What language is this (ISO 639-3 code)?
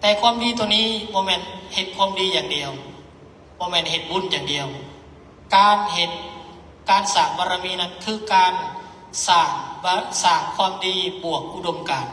lao